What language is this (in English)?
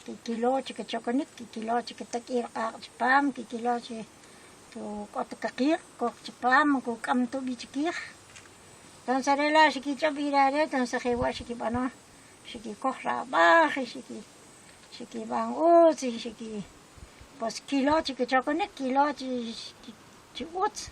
Kʼicheʼ